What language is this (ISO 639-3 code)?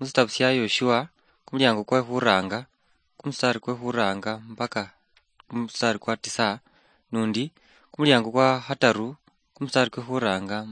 luy